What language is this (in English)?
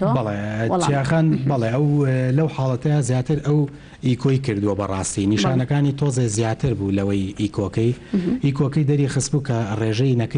Central Kurdish